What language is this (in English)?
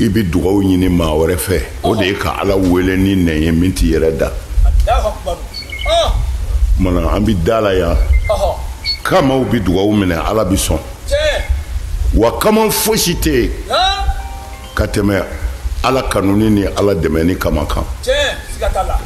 Bambara